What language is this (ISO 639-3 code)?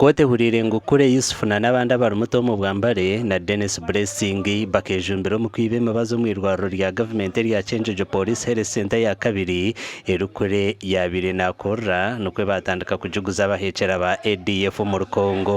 nyn